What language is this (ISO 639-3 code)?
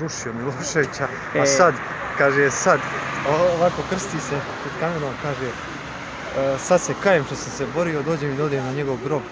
srp